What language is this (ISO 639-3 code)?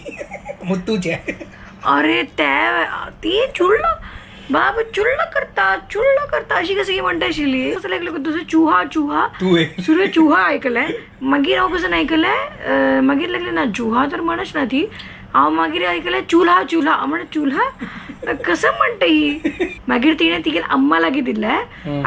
kok